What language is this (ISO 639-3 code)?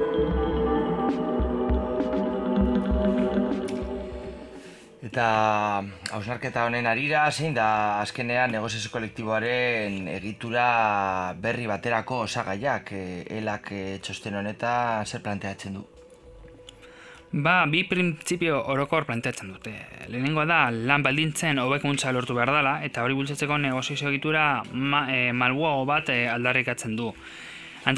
eus